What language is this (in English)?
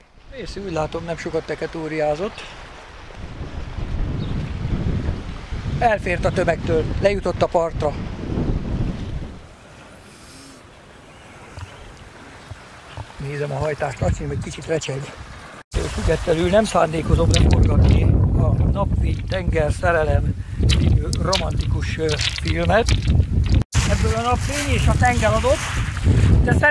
Hungarian